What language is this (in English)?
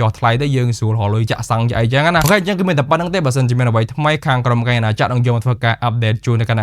Khmer